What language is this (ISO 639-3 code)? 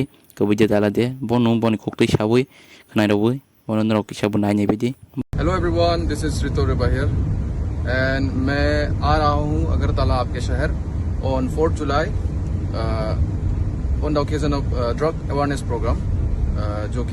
trp